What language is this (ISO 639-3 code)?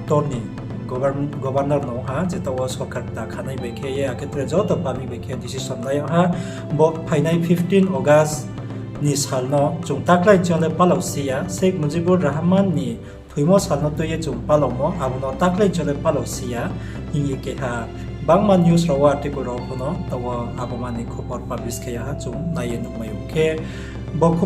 ria